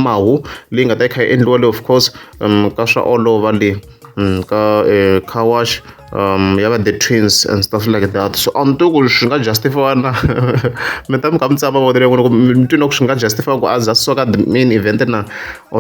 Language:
Tsonga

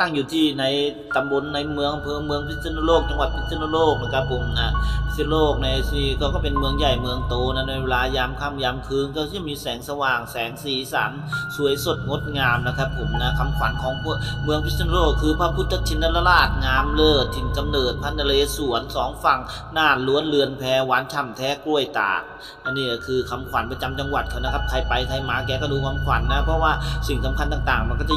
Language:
Thai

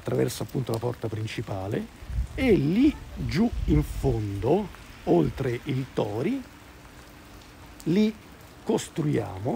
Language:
Italian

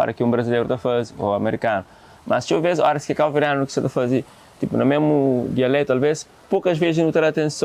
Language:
Kabuverdianu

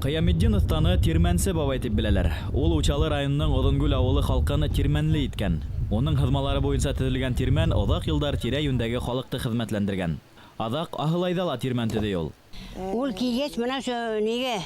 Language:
Bashkir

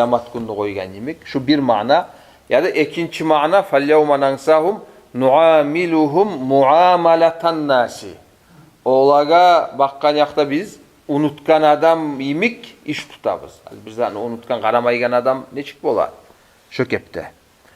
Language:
Kumyk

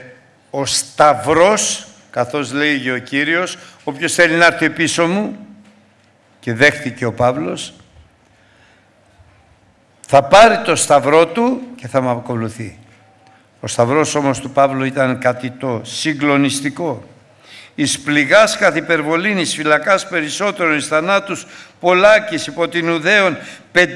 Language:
Greek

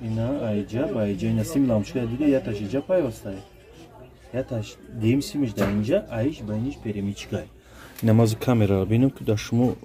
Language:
Tajik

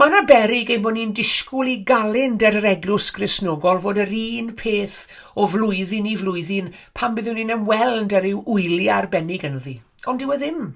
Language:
Welsh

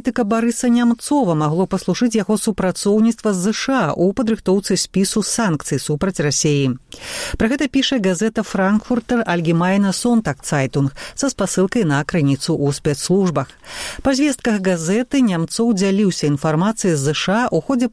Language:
Belarusian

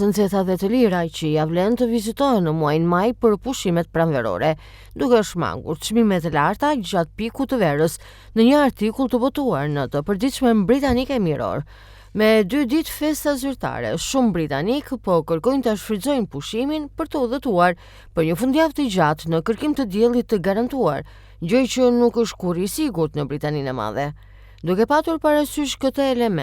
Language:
Albanian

